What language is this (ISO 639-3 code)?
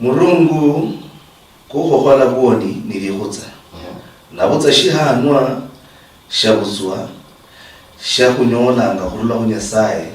luy